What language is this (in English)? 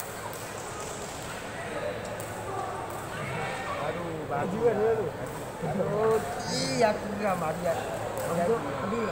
Malay